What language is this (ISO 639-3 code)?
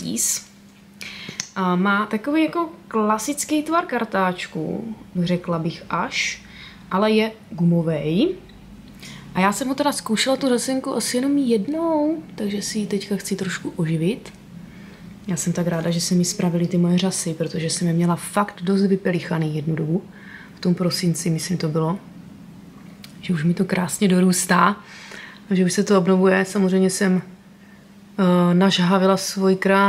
ces